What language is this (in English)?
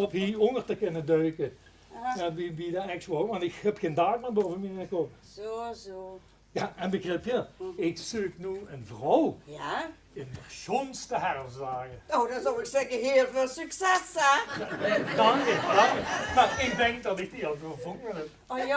Limburgish